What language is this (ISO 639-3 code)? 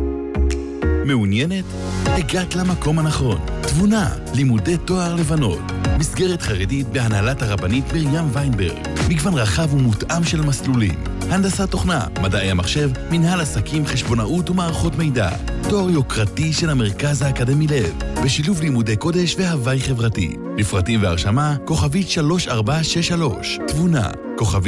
heb